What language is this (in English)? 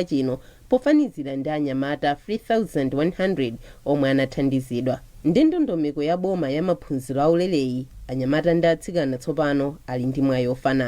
Nyanja